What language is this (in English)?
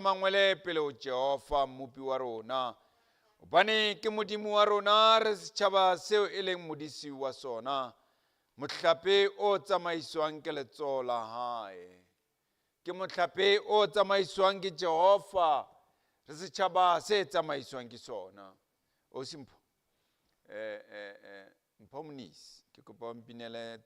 Southern Sotho